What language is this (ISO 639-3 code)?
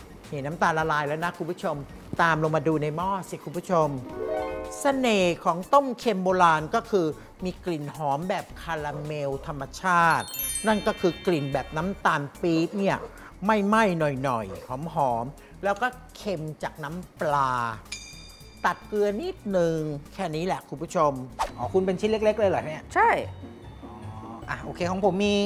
tha